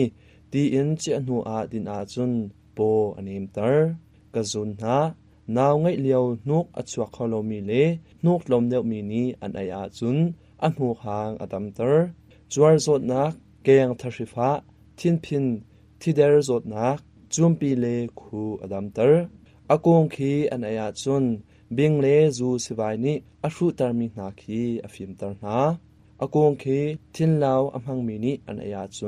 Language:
Hakha Chin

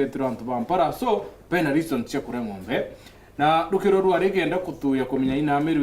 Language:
Meru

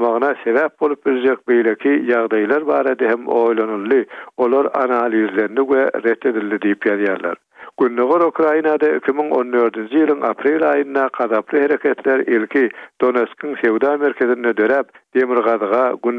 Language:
Turkmen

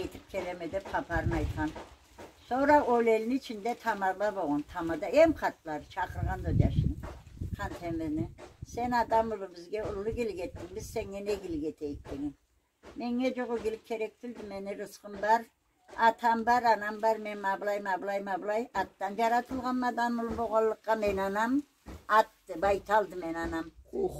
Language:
Karachay-Balkar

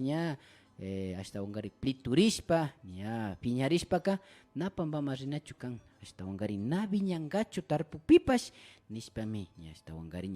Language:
Imbabura Highland Quichua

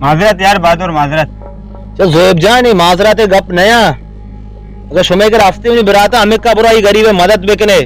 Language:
Baluchi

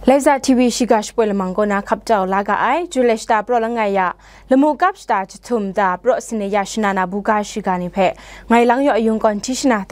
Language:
Kachin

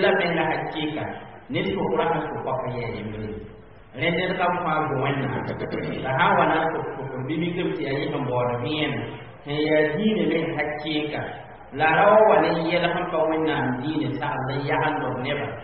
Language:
Mossi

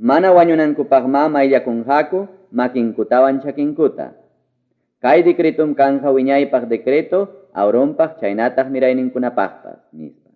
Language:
Ayacucho Quechua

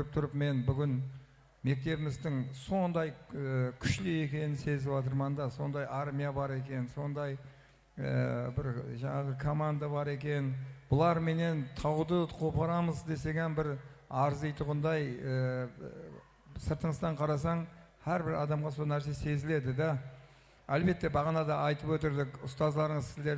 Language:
Kara-Kalpak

